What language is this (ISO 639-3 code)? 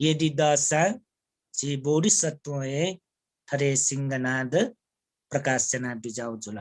new